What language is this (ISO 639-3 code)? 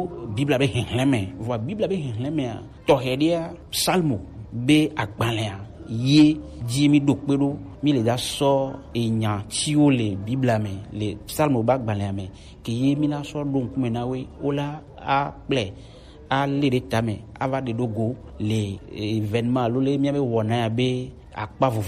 gej